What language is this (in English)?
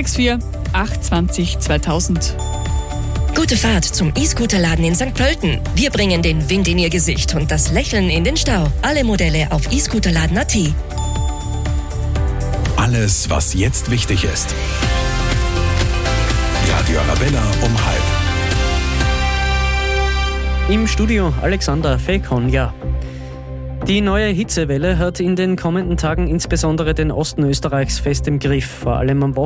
German